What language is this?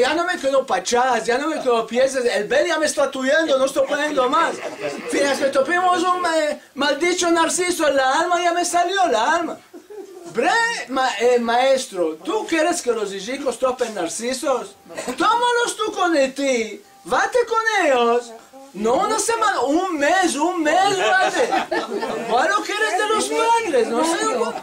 Ladino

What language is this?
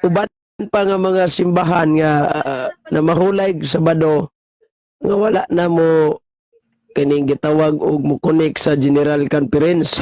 Cebuano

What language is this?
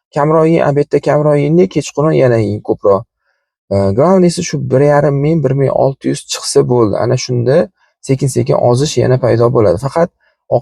Uzbek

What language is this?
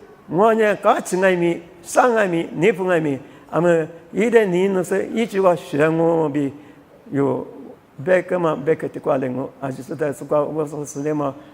Lisu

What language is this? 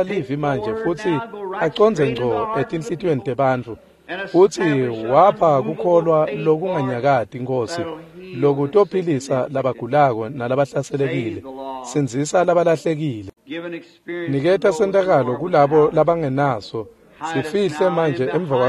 Swati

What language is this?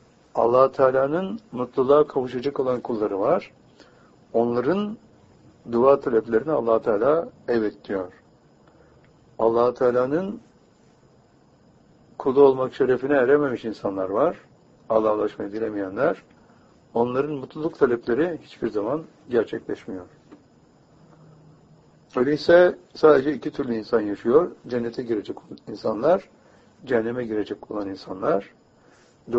Turkish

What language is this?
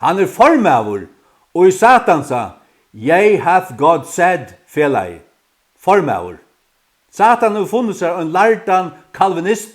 Faroese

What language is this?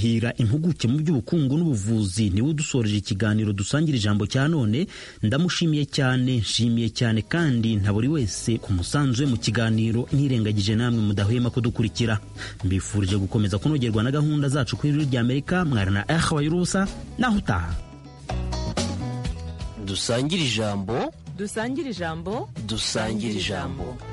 Kinyarwanda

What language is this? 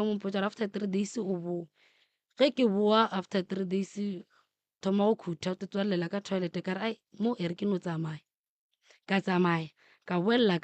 Northern Sotho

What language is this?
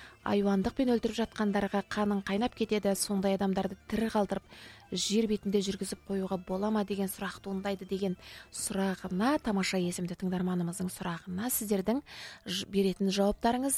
Kazakh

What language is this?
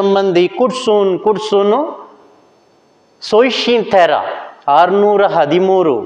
Konkani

